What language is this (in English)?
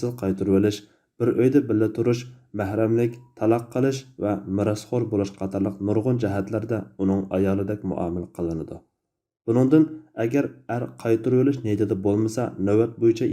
Uyghur